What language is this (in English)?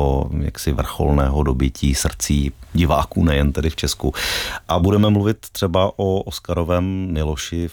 Czech